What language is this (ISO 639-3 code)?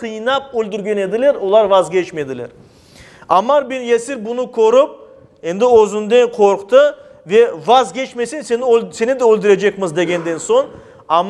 crh